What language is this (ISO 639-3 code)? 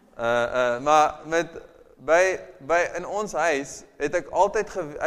afr